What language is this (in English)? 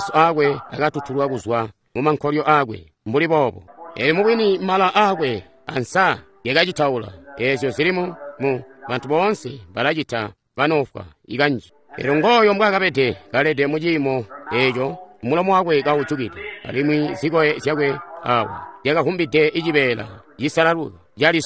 Tonga (Zambia)